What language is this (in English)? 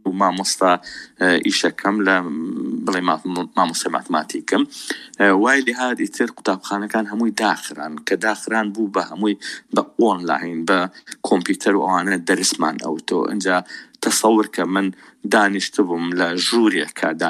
Central Kurdish